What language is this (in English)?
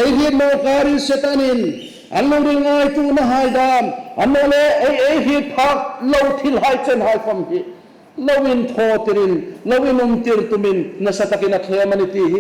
Hmar